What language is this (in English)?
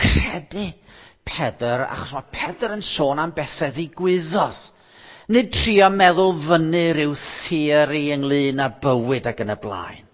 Welsh